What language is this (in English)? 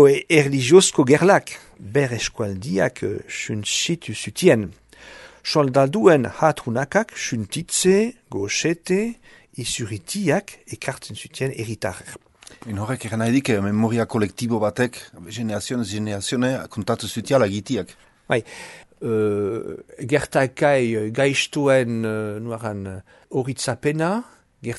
Basque